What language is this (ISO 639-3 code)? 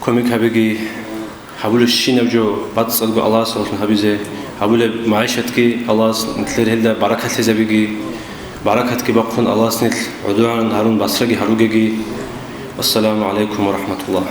ava